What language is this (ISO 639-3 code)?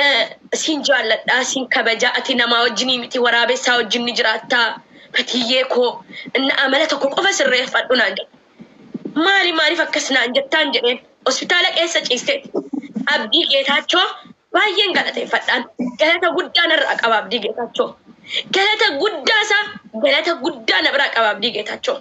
orm